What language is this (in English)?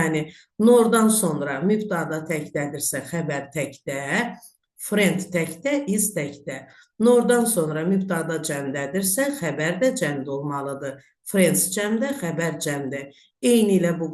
Azerbaijani